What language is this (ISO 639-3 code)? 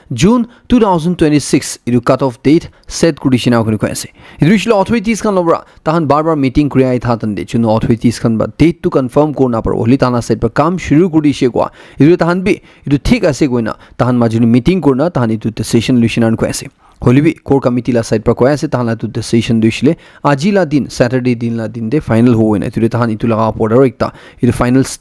nag